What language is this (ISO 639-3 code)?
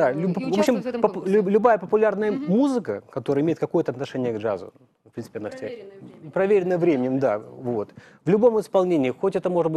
rus